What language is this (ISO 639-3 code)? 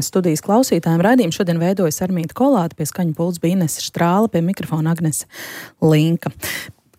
lav